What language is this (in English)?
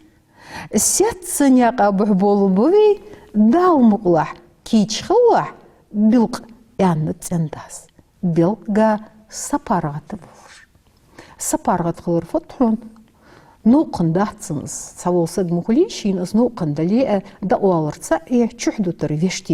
Ingush